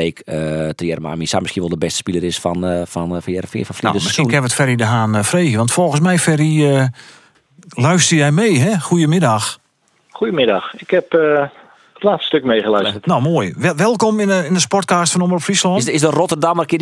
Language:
Western Frisian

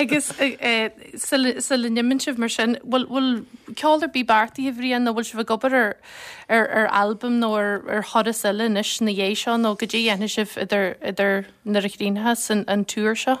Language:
Irish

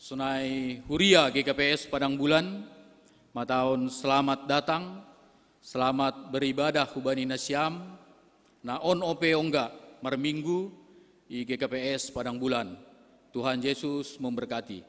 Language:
Batak Simalungun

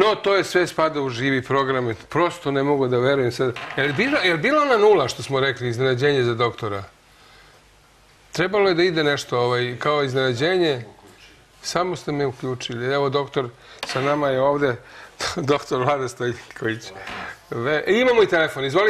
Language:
Serbian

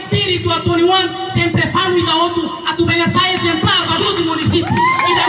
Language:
Tetum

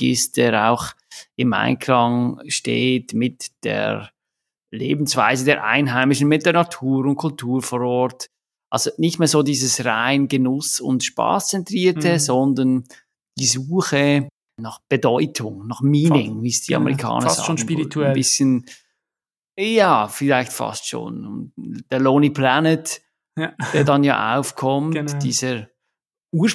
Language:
German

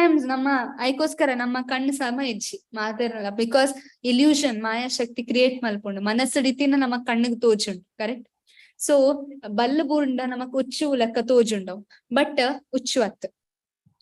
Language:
Tulu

